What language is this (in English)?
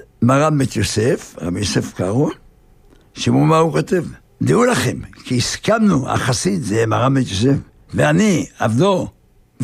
Hebrew